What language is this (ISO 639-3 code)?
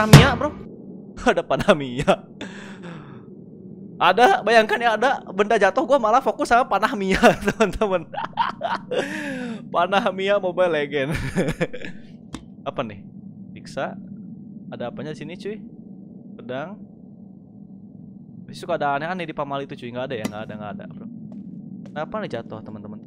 ind